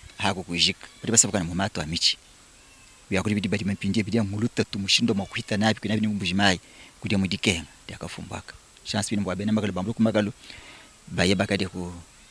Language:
Luba-Lulua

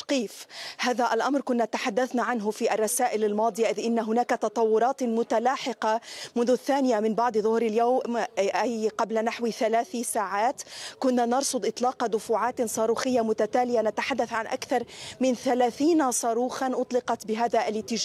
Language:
Arabic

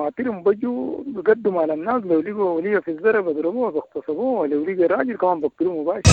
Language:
Sudanese Arabic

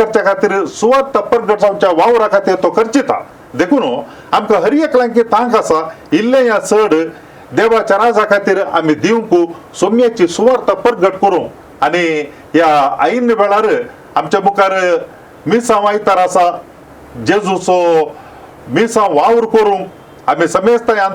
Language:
Konkani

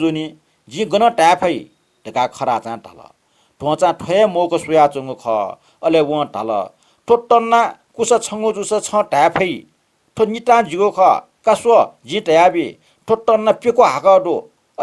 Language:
Newari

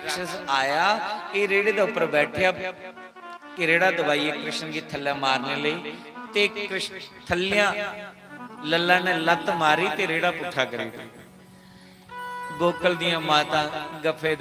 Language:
Dogri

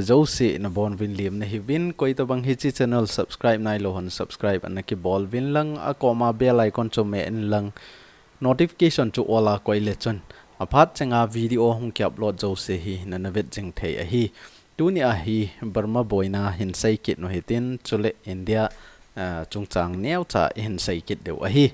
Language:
Thado Chin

